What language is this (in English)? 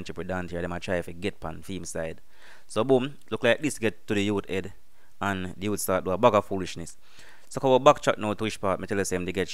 Jamaican Creole English